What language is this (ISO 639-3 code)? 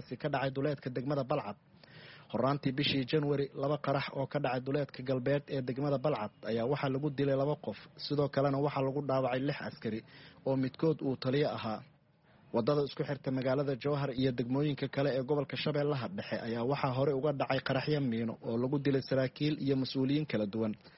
som